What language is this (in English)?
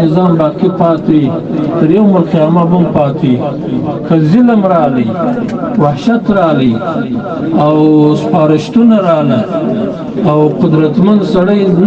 Pashto